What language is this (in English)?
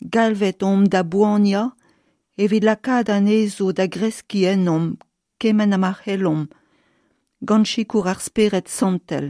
Breton